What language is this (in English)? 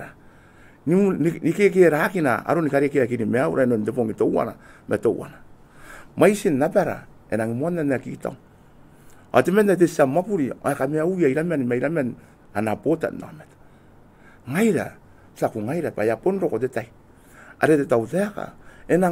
Gilbertese